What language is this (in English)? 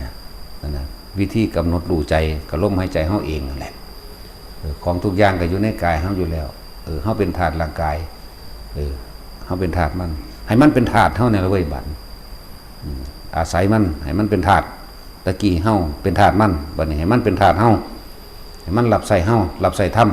Northeastern Thai